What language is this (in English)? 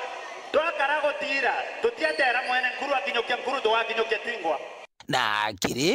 Meru